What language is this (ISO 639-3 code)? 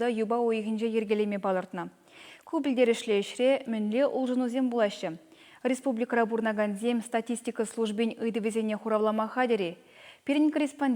chv